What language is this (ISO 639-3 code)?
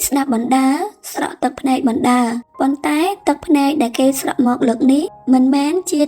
khm